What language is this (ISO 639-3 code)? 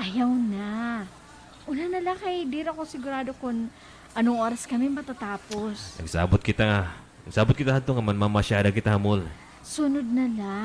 war